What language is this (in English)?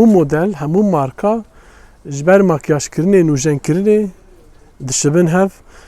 Kurdish